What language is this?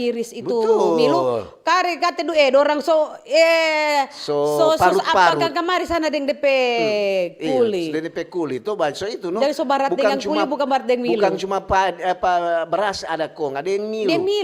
Manado Malay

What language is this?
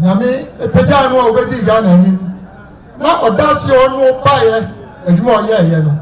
Akan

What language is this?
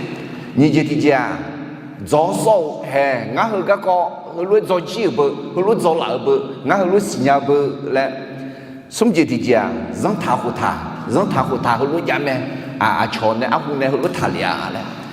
Akha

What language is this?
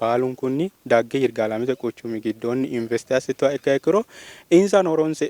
Sidamo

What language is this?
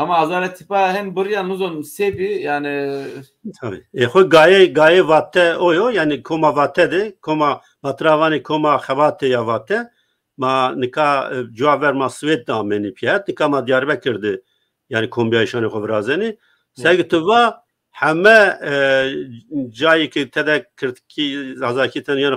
Zaza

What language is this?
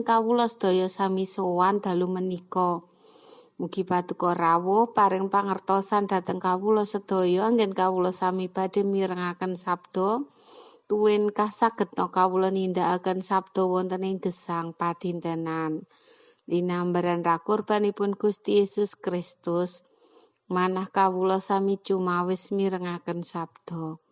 Javanese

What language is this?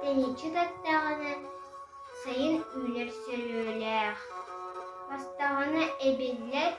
Yakut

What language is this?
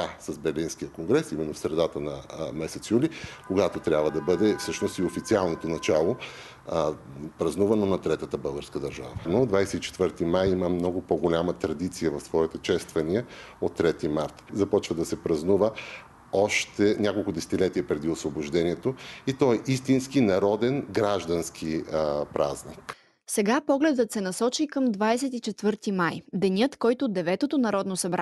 Bulgarian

